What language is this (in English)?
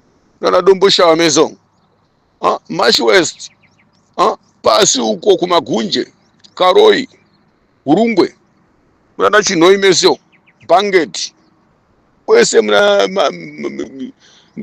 Shona